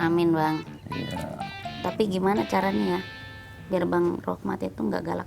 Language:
Betawi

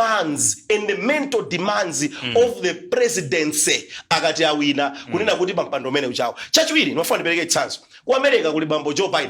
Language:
Nyanja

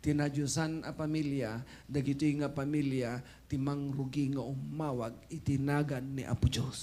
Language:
Iloko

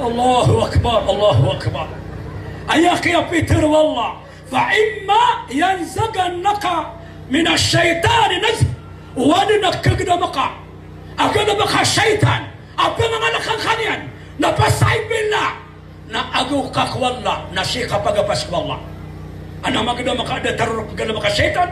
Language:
Maranao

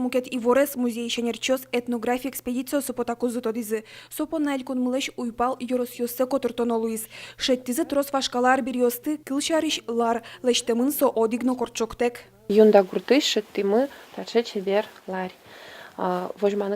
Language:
Udmurt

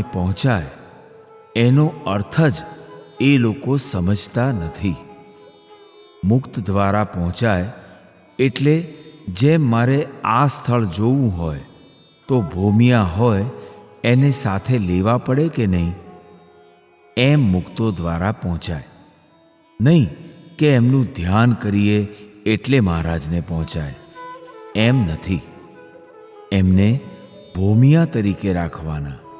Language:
Gujarati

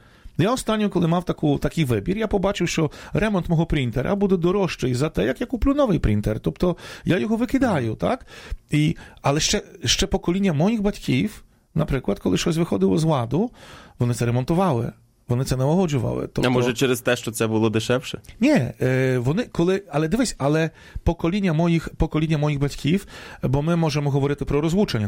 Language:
Ukrainian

